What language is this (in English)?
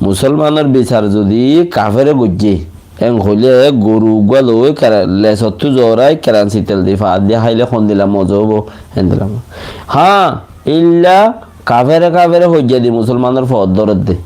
Rohingya